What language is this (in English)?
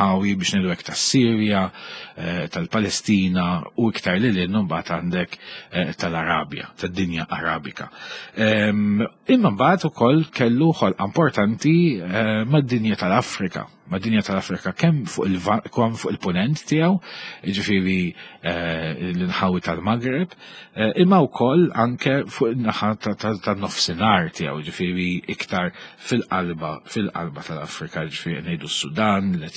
Maltese